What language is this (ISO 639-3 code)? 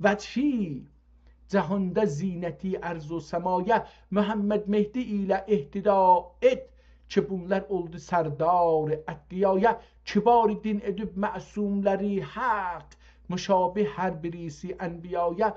azb